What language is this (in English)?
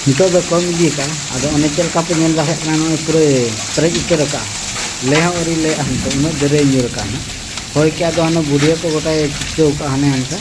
Santali